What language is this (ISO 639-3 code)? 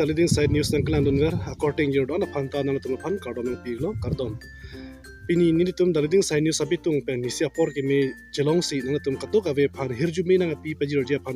mjw